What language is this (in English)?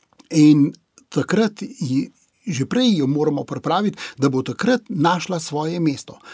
Slovenian